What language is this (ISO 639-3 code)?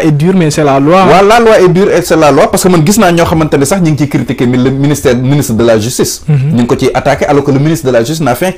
wol